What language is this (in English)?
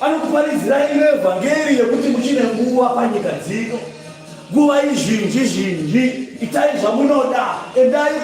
Shona